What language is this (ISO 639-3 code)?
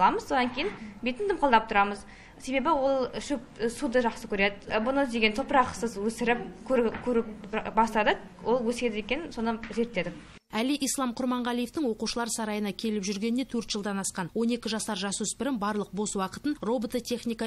kaz